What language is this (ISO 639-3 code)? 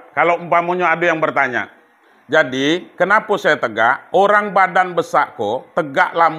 min